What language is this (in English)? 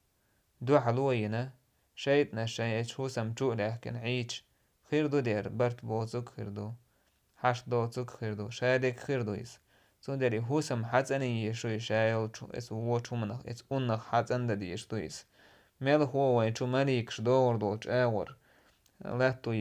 Chechen